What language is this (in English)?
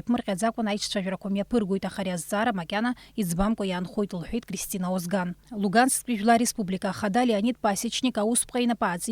Abkhazian